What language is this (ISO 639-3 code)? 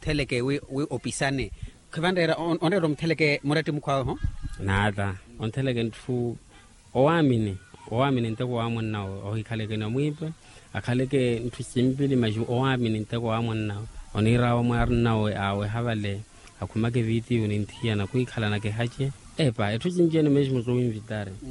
vmw